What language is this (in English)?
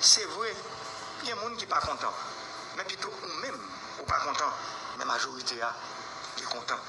Haitian Creole